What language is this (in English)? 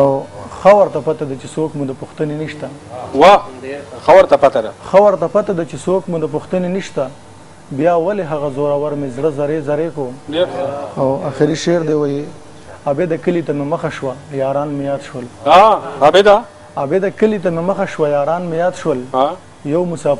Pashto